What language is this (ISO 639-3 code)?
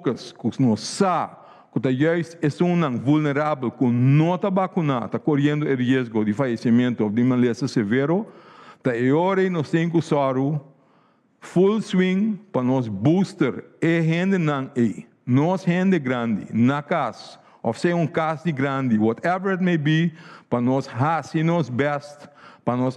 pap